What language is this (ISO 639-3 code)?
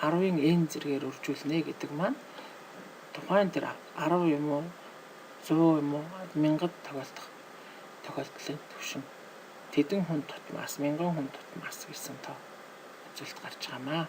mon